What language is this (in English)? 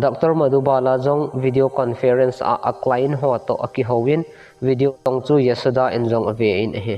Thado Chin